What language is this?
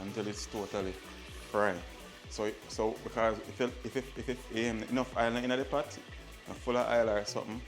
Jamaican Creole English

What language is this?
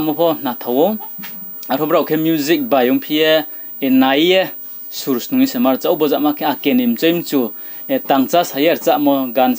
Riang (India)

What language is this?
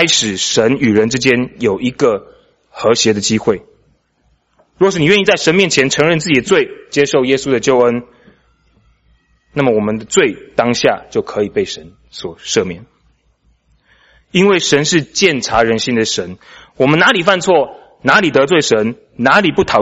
Chinese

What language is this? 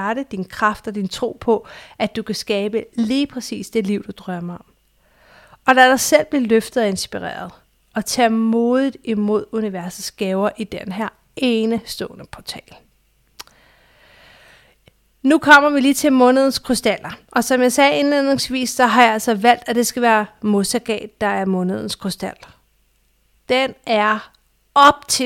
Danish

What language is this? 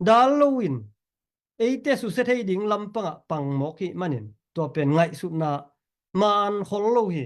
Tedim Chin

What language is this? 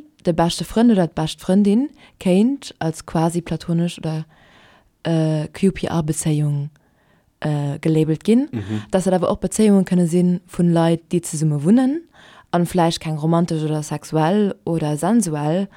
Luxembourgish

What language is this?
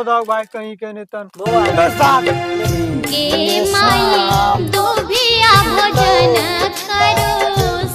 Maithili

